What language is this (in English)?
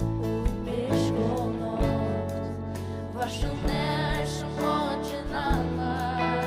Faroese